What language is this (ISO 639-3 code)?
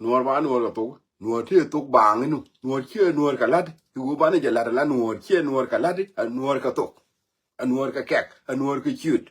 nus